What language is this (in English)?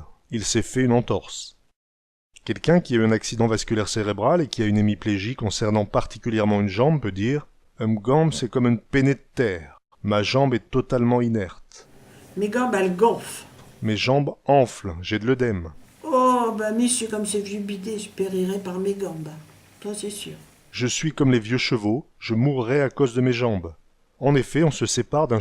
Picard